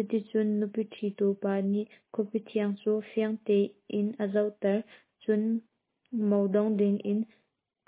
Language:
Hakha Chin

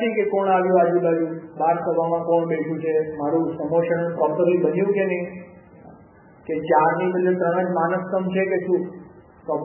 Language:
Gujarati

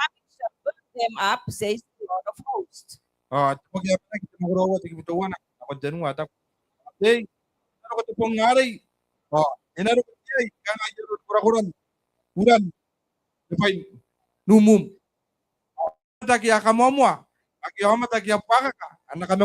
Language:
Gilbertese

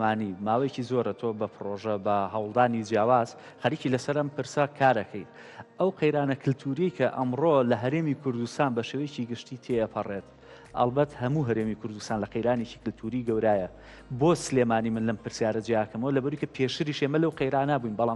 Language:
Central Kurdish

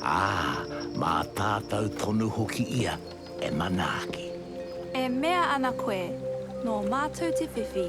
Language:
Māori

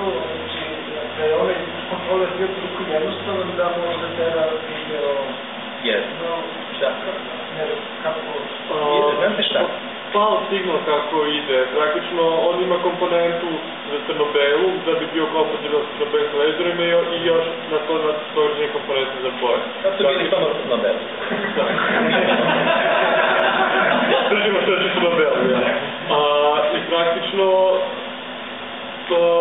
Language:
Serbian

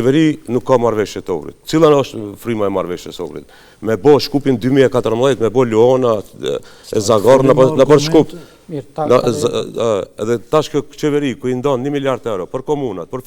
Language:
Albanian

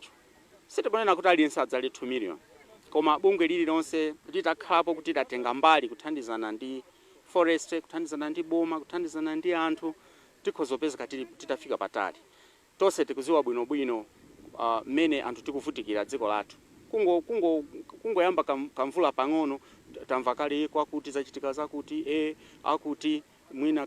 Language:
Nyanja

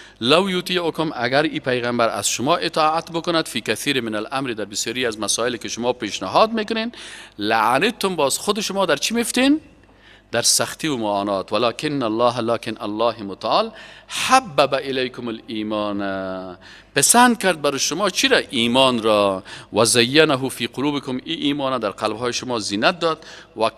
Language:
Persian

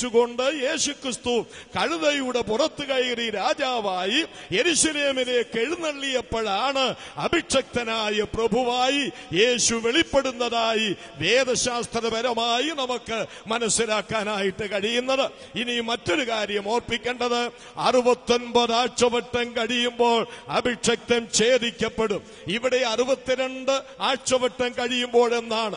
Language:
Malayalam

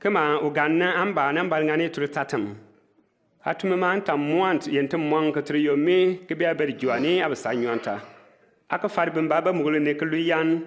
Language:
Bimoba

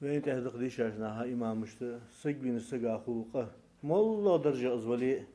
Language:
Ingush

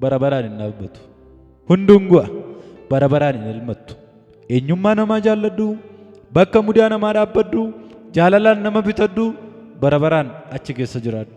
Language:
Oromo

